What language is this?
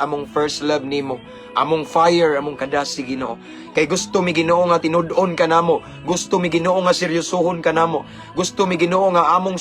Cebuano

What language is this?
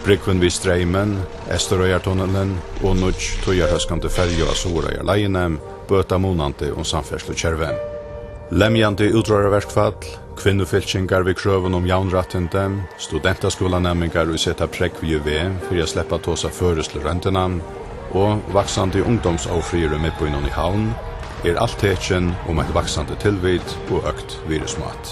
Faroese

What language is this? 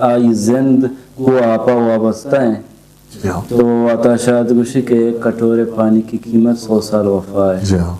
Eastern Balochi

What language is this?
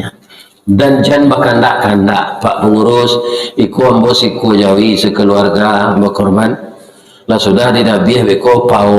Minangkabau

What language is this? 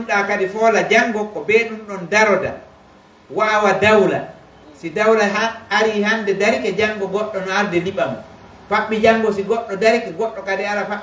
Pular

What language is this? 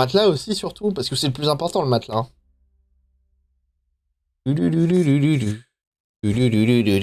French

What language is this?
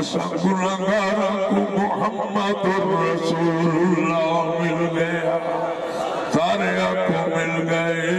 Saraiki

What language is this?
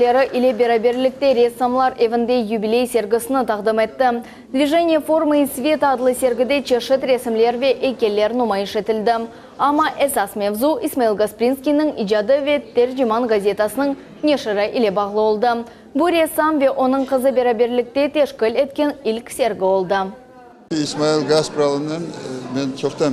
Crimean Tatar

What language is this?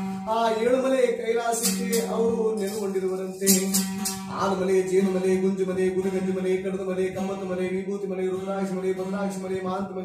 Kannada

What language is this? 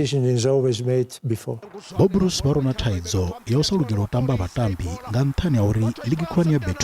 Venda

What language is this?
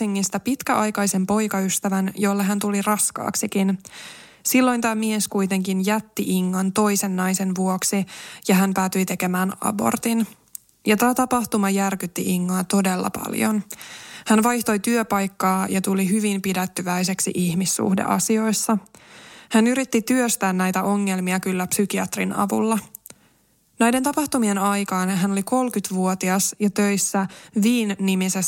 Finnish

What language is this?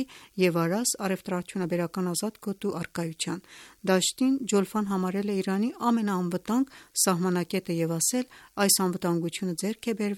Armenian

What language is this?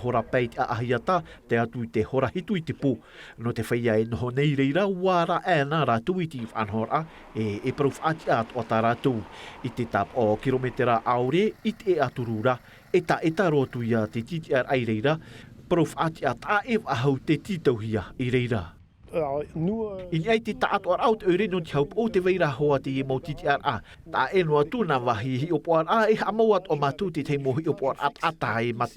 Tahitian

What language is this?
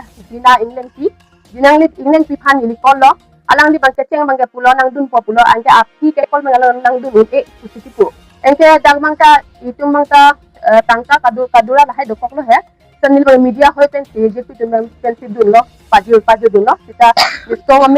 Karbi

